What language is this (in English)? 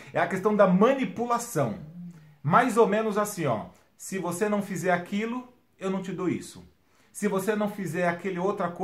Portuguese